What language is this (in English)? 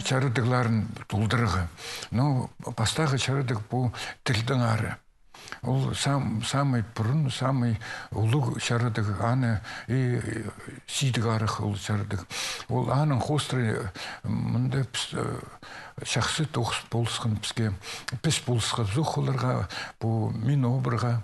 Khakas